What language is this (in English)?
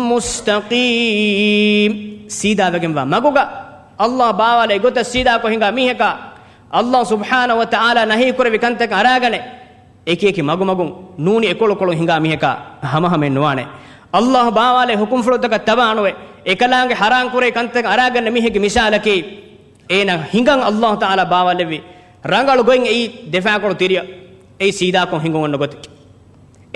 Divehi